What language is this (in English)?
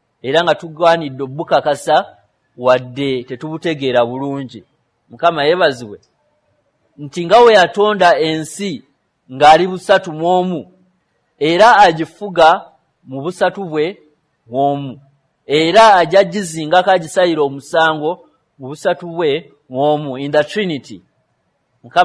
Ganda